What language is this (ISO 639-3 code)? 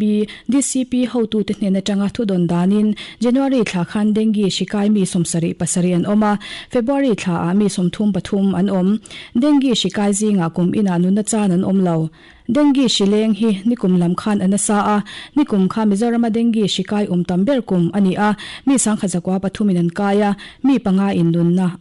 lus